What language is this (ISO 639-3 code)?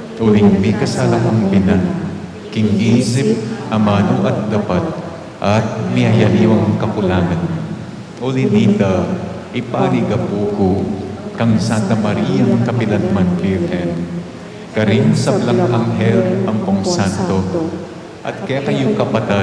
pam